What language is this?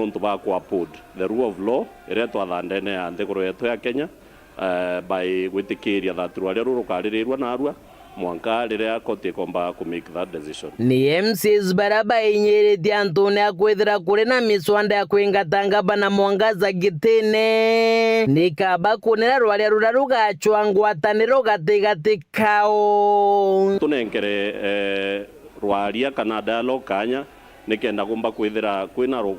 Meru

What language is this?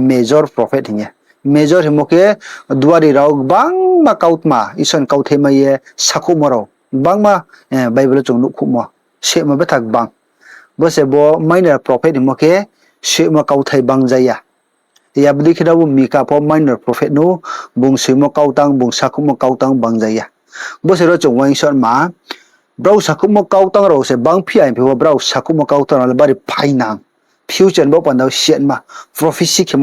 Riang (India)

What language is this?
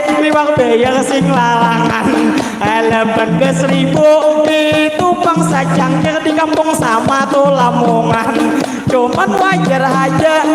Banjar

